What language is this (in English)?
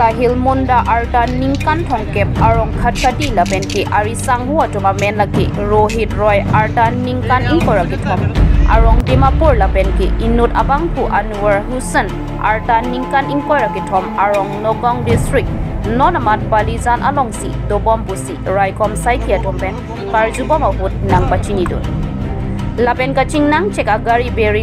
Karbi